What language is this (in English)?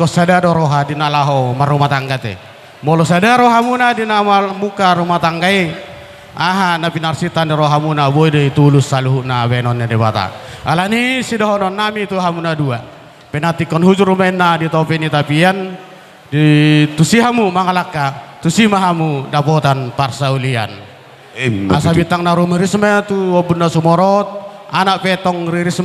Batak Toba